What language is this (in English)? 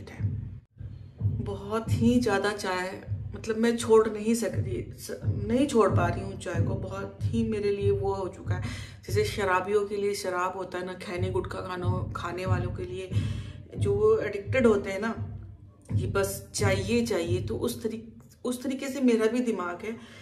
Hindi